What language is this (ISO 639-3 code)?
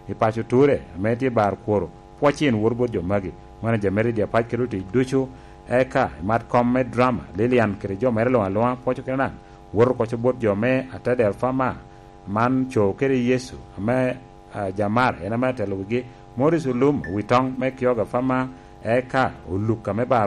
laj